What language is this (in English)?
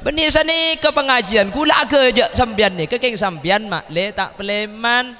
Madurese